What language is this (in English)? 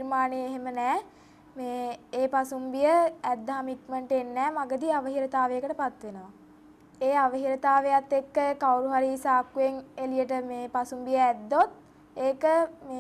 Sinhala